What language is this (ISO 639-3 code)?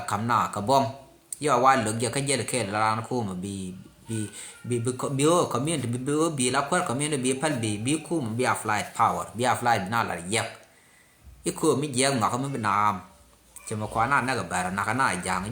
nus